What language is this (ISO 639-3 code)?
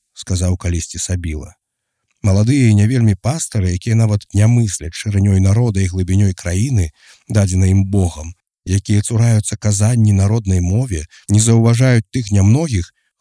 bel